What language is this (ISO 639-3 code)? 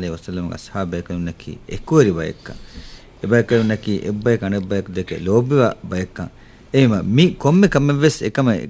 div